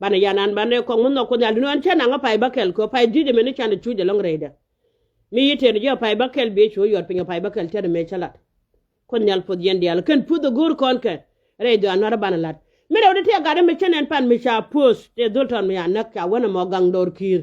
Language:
Nuer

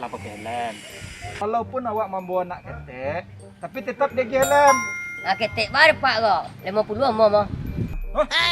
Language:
Minangkabau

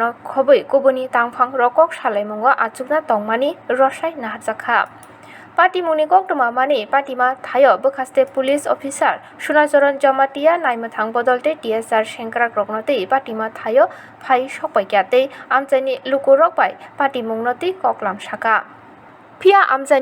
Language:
Kok Borok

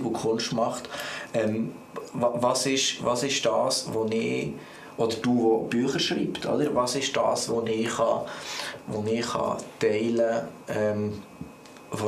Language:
Swiss German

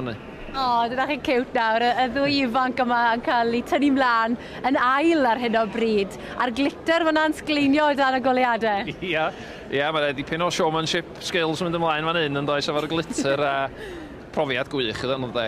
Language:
Welsh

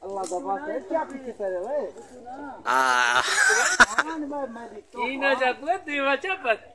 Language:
Saraiki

